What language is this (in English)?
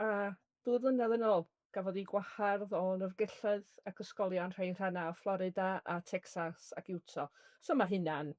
Welsh